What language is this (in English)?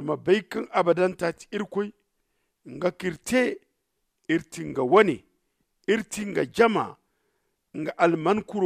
Zarma